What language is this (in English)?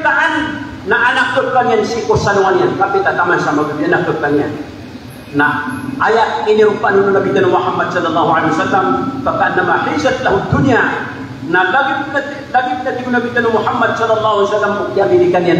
Maranao